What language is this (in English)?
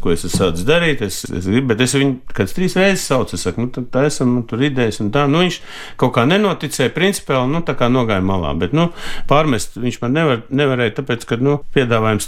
Latvian